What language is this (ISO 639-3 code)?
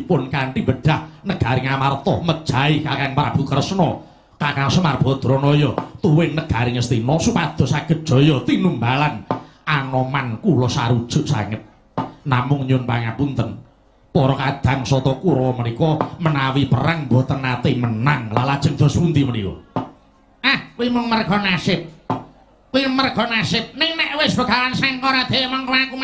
jav